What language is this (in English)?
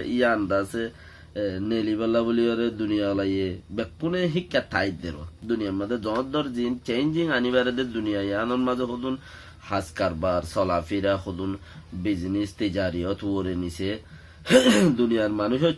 Rohingya